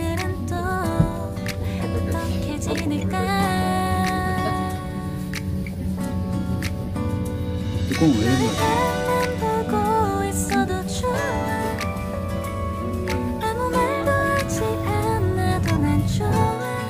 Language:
Korean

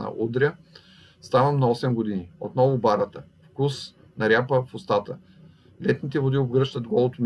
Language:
Bulgarian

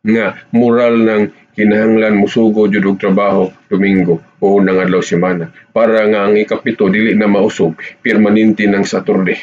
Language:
Cebuano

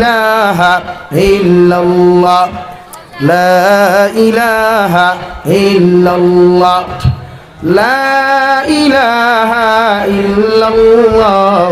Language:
Sylheti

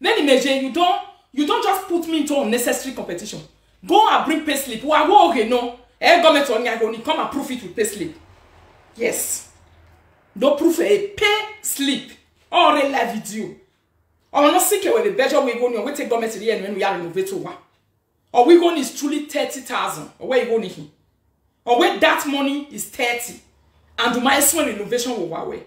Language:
Nigerian Pidgin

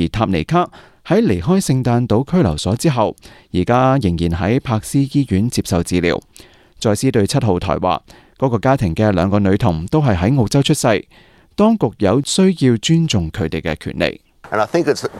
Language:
Cantonese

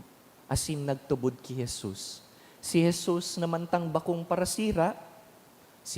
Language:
Bikol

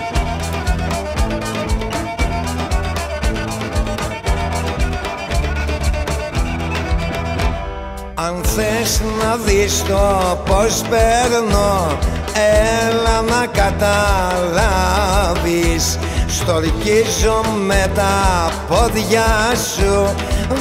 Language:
Greek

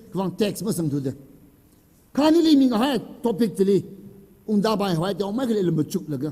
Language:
Tangkhul Naga (India)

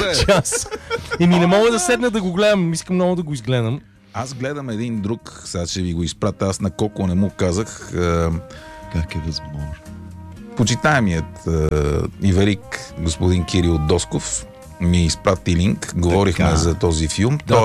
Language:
Bulgarian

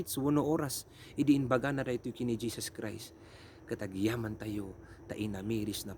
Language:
Iloko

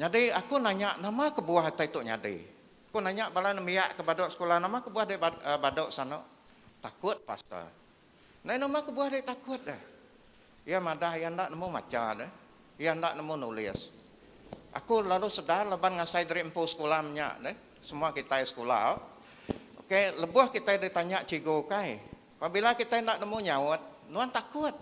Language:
Iban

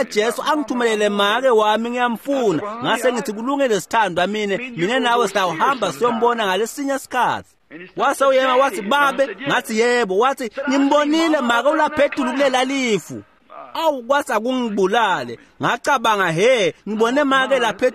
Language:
Swati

